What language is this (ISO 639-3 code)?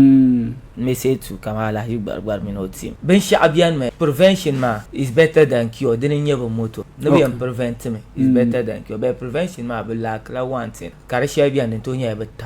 dag